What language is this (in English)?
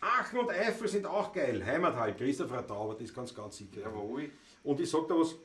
Bavarian